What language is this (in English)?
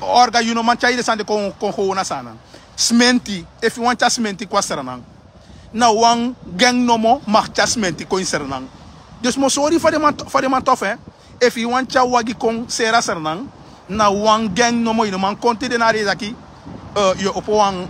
Sranan Tongo